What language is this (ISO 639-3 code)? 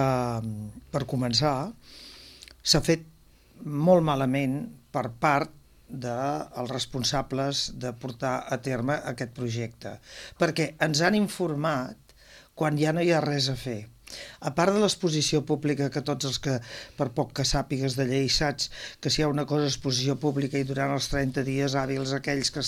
cat